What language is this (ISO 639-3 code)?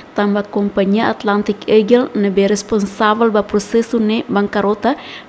tet